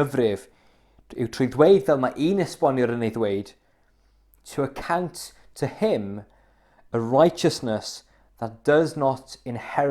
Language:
Welsh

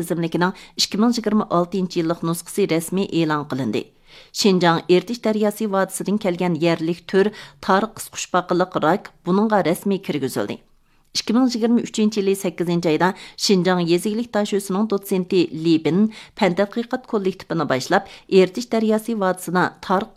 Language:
Uyghur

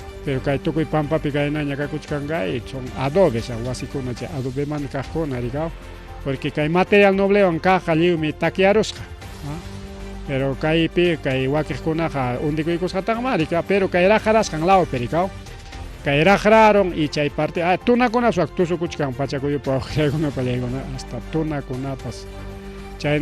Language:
Ayacucho Quechua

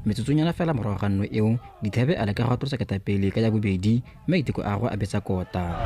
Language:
Tswana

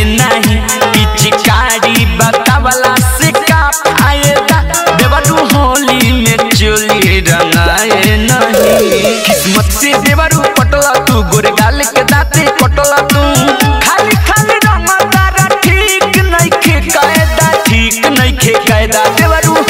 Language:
Bhojpuri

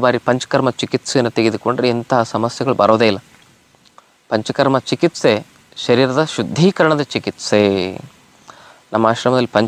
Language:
Kannada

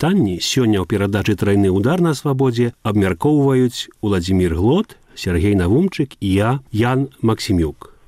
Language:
Belarusian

